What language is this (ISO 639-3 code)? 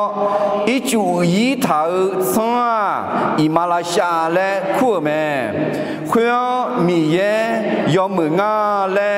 ahk